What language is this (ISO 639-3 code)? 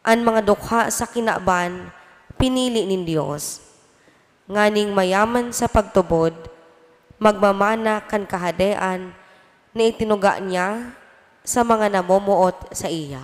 bik